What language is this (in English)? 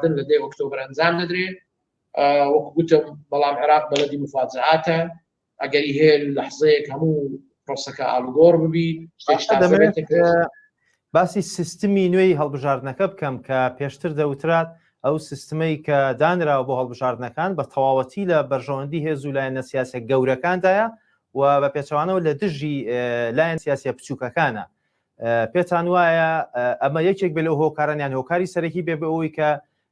Central Kurdish